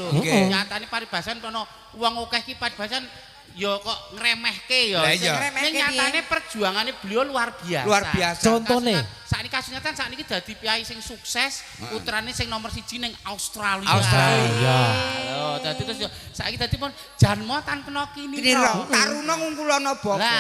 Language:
Javanese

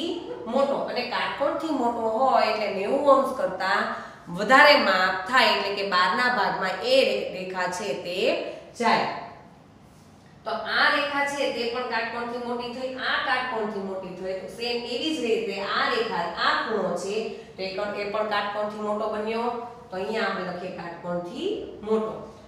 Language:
Gujarati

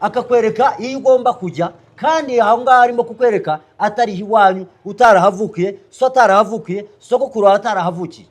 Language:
Kinyarwanda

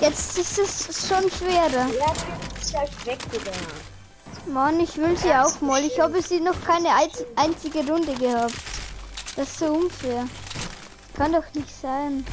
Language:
Bavarian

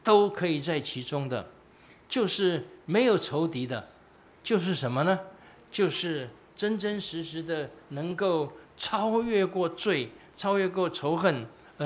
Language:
Chinese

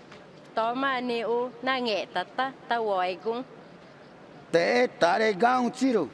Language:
Ticuna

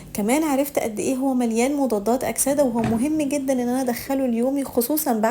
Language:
Egyptian Arabic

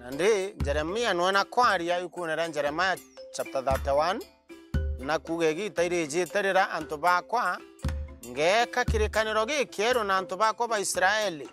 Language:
Meru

